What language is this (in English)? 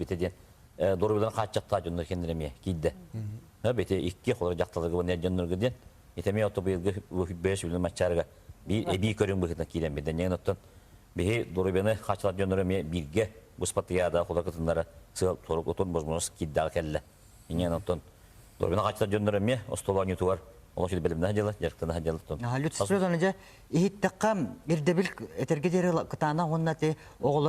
Yakut